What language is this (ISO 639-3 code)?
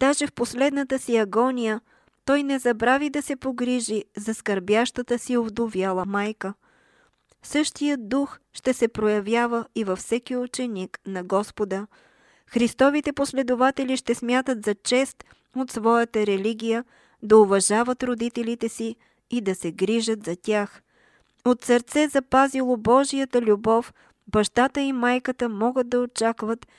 bul